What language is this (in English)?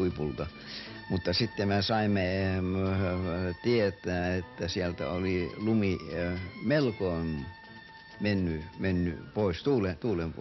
Finnish